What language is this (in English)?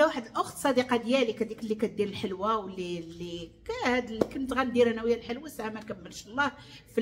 Moroccan Arabic